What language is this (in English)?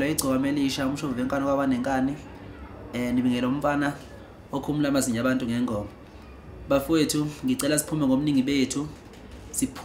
Zulu